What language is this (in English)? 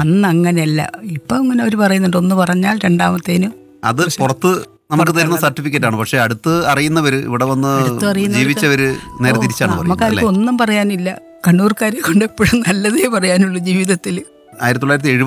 Malayalam